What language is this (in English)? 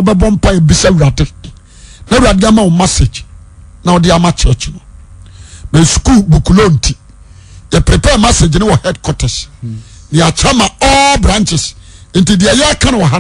Akan